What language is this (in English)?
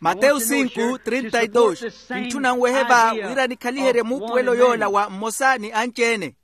Makhuwa